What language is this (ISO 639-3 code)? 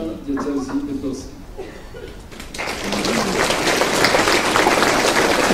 pol